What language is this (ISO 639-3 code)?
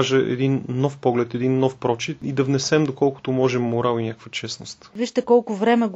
bul